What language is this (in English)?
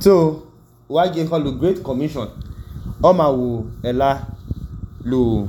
Idoma